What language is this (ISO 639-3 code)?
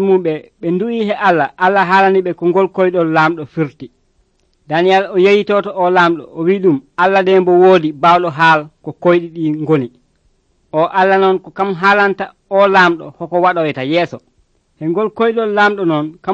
fuv